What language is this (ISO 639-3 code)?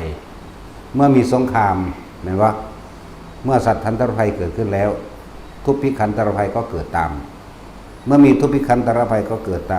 tts